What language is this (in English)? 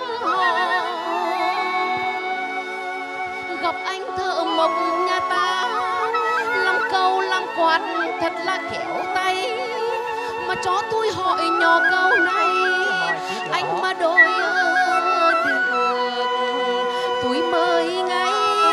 Vietnamese